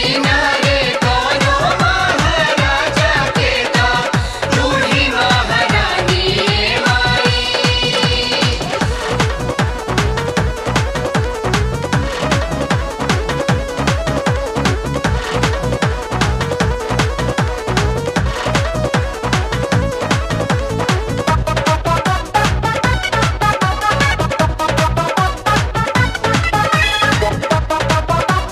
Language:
Bhojpuri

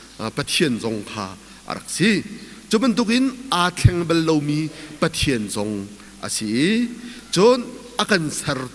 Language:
Hakha Chin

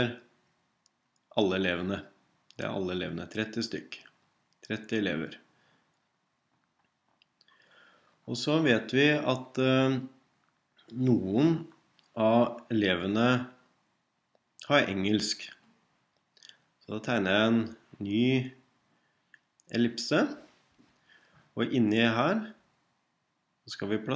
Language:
Norwegian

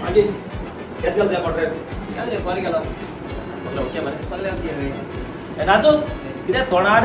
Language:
Konkani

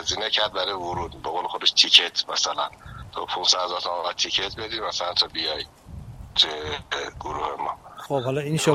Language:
Persian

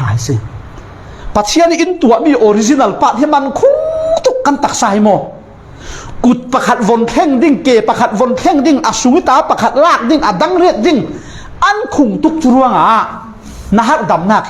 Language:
Falam Chin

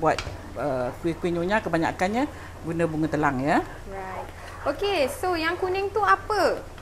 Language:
Malay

